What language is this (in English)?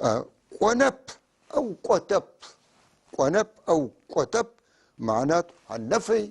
North Levantine Arabic